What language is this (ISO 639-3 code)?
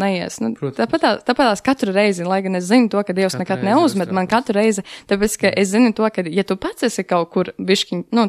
lav